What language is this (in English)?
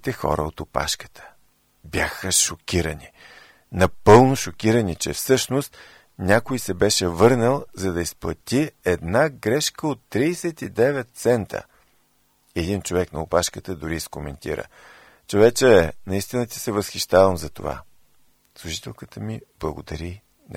Bulgarian